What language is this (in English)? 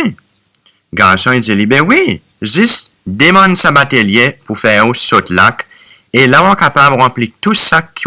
Seselwa Creole French